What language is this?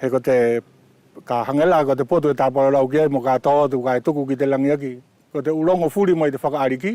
Wallisian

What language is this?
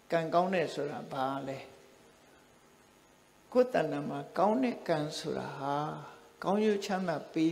Burmese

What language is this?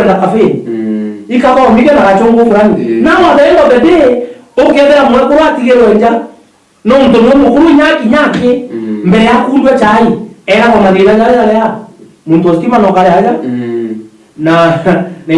Meru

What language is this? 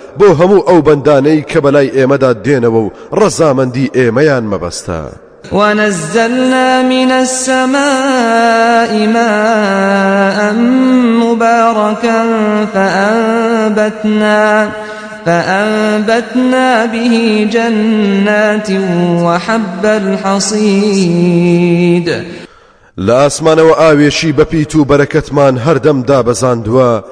Central Kurdish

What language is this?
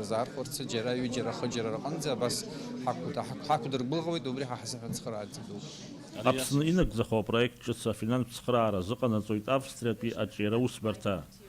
Abkhazian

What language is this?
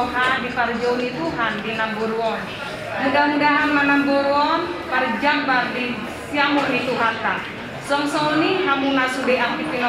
Batak Toba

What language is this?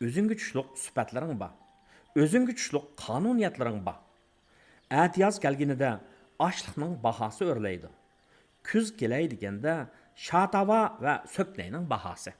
Uyghur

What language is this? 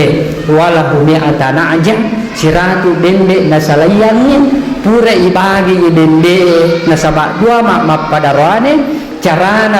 Buginese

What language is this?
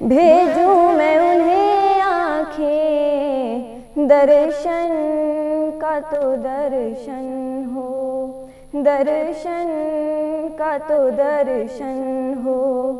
Eastern Balochi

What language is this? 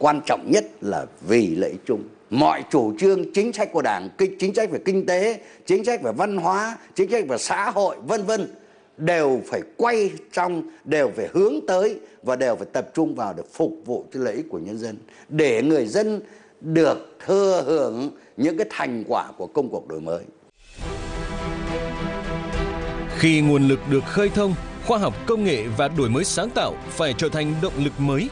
Vietnamese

